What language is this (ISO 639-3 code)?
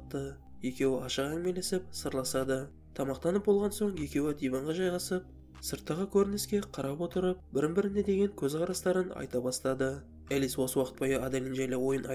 kaz